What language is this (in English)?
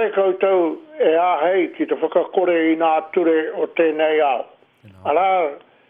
Māori